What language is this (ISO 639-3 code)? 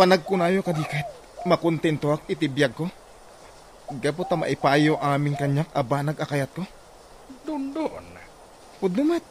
ilo